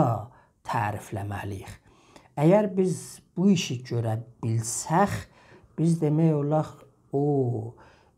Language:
South Azerbaijani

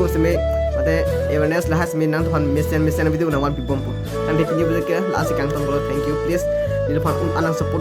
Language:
Karbi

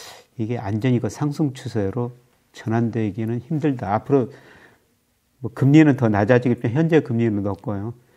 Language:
Korean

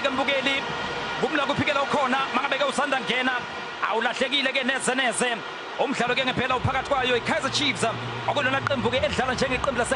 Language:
Zulu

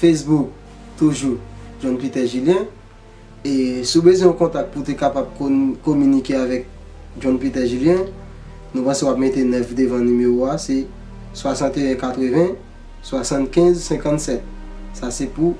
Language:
Haitian Creole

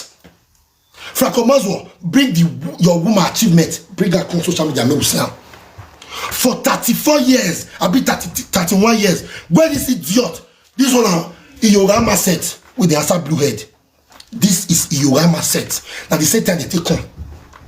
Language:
Nigerian Pidgin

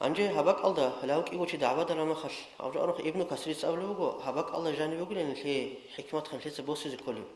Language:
Avaric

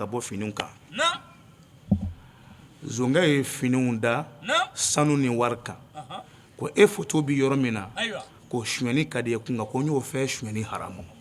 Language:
Bambara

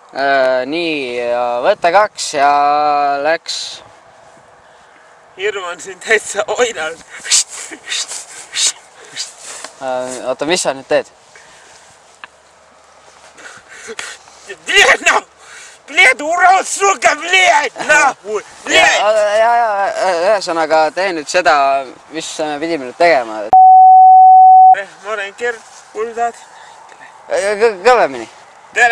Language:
Estonian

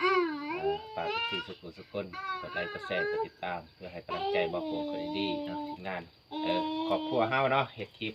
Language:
Lao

